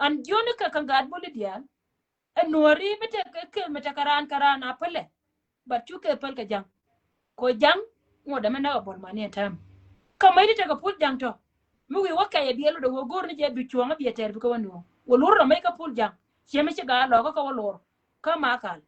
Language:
Nuer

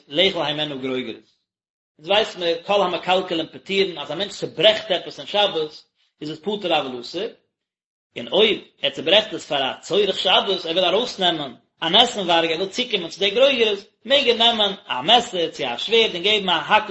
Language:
Yiddish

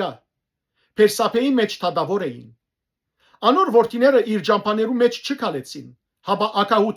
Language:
Western Armenian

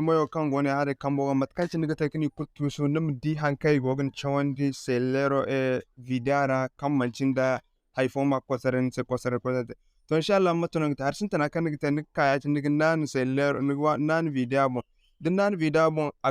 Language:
Zarma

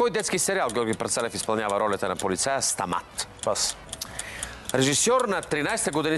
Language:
Bulgarian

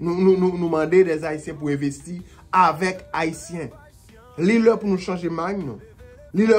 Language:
Haitian Creole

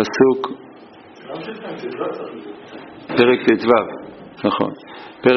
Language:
Hebrew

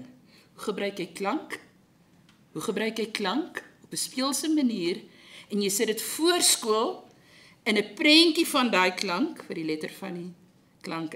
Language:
Afrikaans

